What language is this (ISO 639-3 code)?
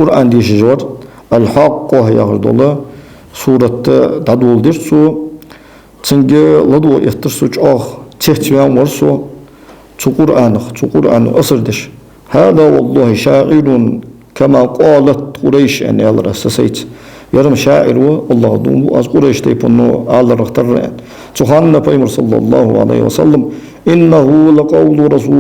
inh